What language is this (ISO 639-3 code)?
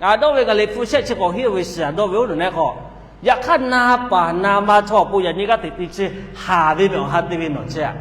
lhu